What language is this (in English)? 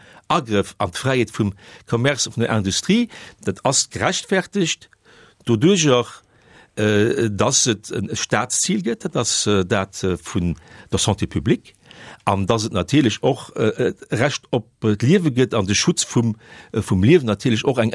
Luxembourgish